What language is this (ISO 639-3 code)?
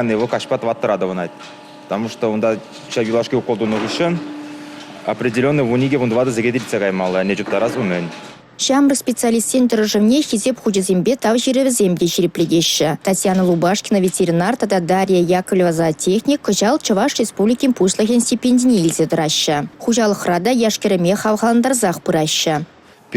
chv